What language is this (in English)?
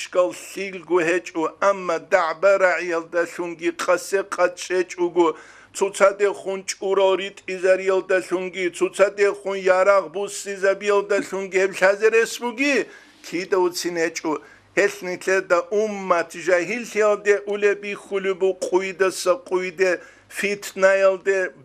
Avaric